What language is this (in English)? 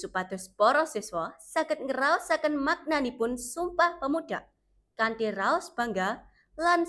Javanese